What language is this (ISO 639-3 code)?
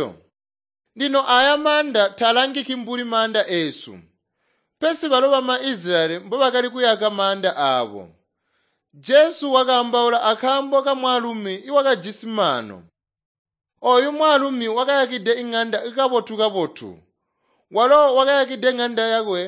toi